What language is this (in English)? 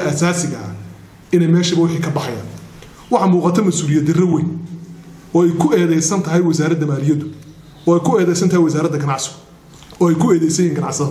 Somali